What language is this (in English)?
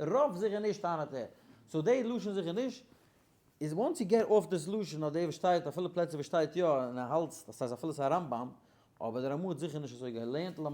Yiddish